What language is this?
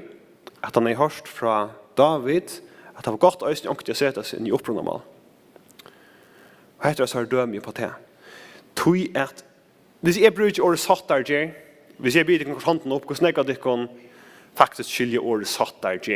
Faroese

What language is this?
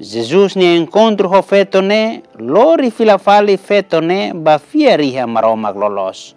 Tetum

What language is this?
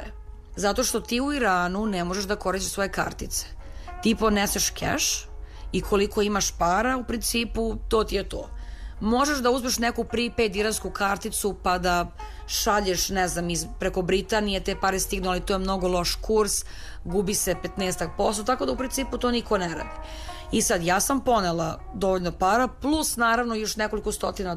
Serbian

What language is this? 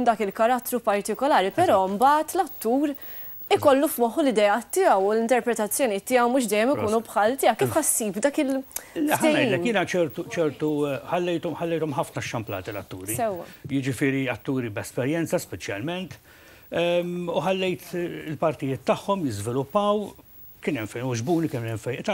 Maltese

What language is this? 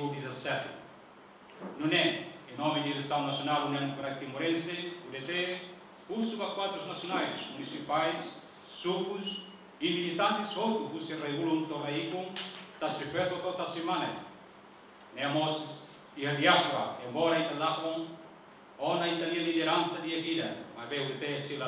Tetum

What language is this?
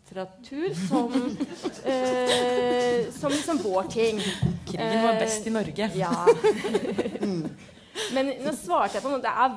Norwegian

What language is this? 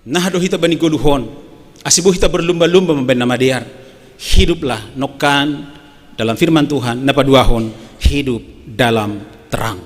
Batak Simalungun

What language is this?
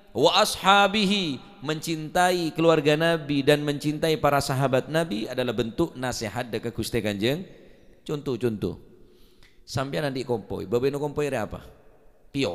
Madurese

